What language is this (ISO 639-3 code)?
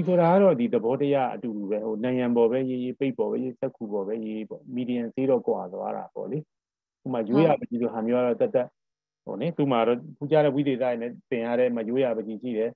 mya